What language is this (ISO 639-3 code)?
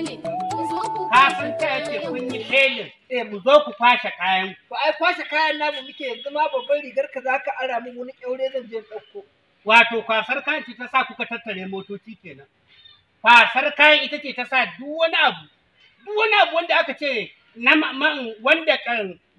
hau